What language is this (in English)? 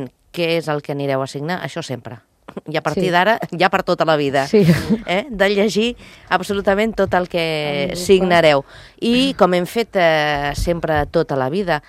Catalan